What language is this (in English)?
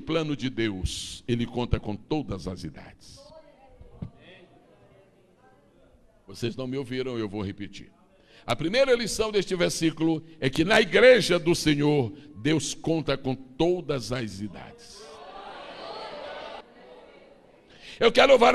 Portuguese